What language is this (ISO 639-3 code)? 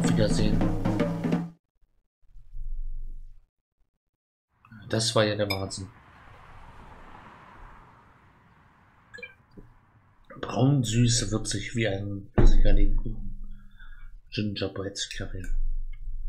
deu